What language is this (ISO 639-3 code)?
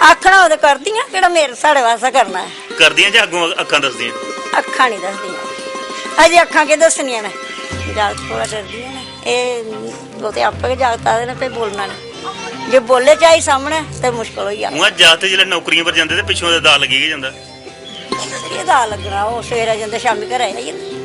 doi